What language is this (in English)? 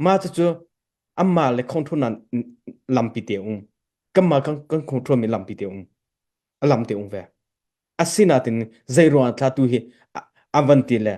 Hakha Chin